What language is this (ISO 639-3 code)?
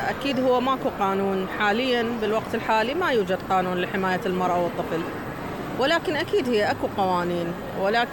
acm